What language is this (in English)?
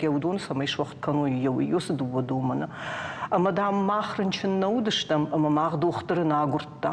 Ossetic